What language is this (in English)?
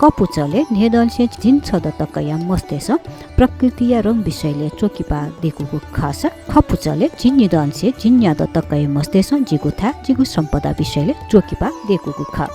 Newari